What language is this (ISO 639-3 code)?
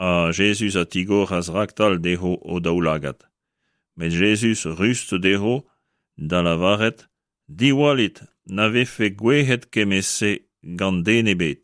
bre